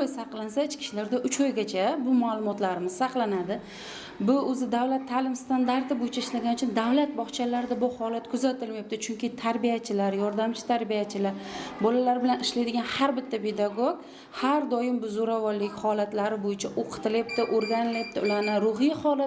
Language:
Uzbek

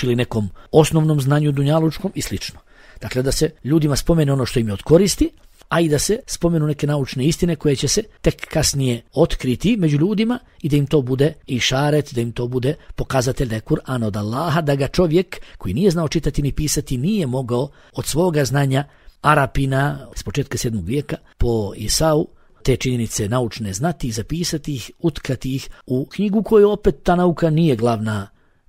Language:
Bosnian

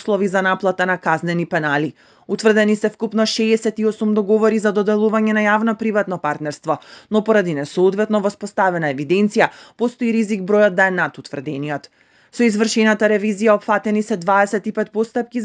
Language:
Macedonian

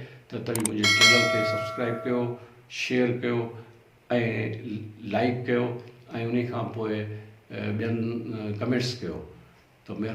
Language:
Sindhi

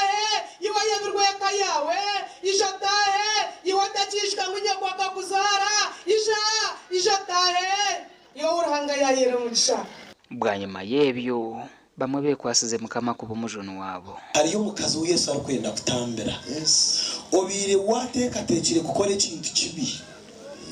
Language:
Nyankole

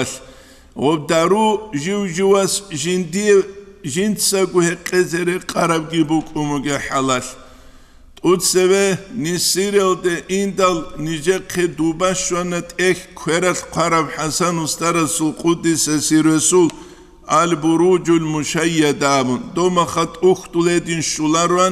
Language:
Avaric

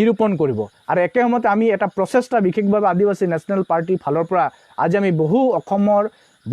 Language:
Assamese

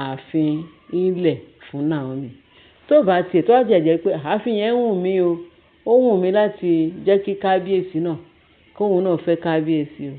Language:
Yoruba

